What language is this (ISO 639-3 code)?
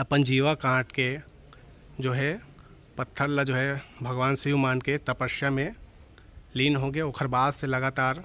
hne